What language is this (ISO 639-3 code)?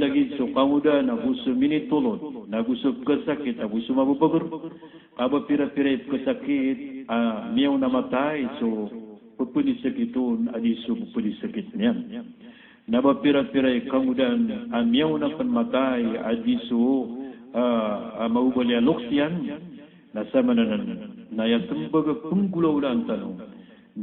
mrw